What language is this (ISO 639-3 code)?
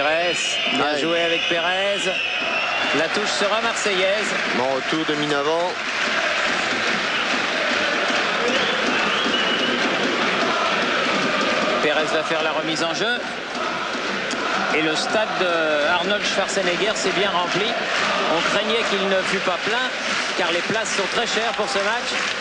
fra